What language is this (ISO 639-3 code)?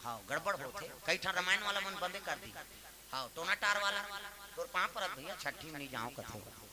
hne